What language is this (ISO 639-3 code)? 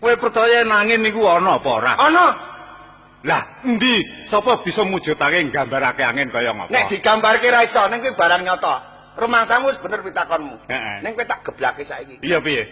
jav